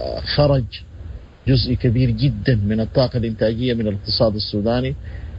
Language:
Sudanese Arabic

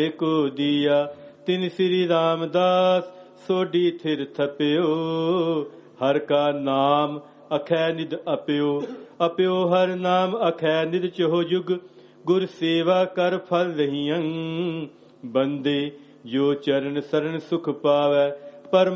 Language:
Punjabi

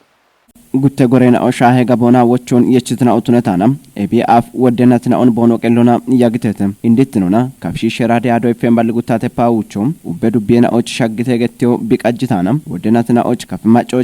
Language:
Kafa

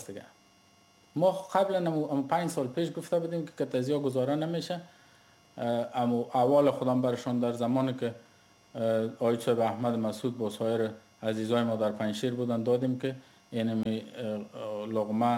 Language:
Persian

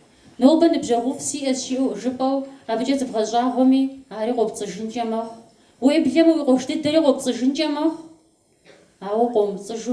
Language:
Kabardian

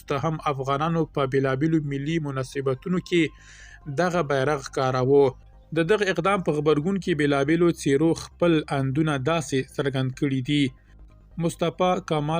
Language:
Pashto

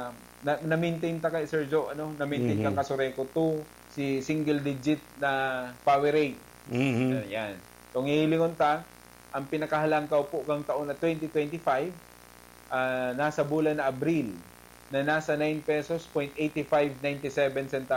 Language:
Bikol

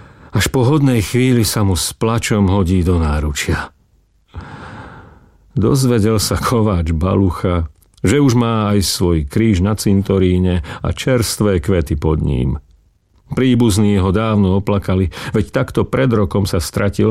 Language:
Slovak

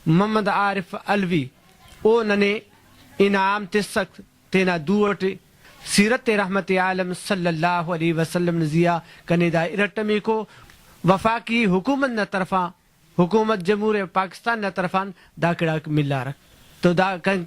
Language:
Brahui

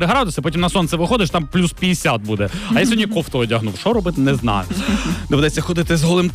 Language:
Ukrainian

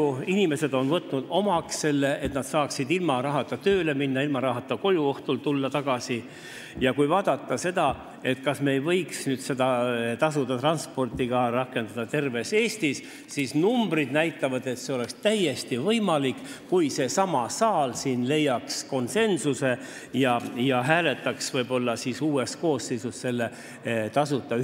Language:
Estonian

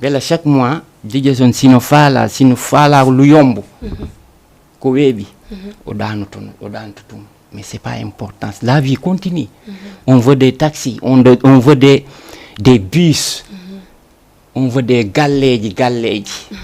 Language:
Fula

